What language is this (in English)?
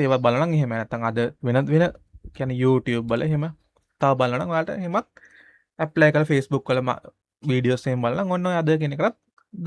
Sinhala